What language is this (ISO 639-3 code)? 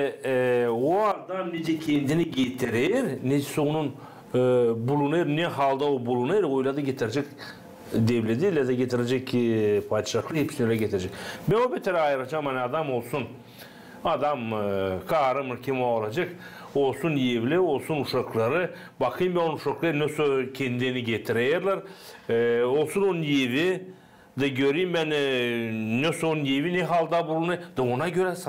gag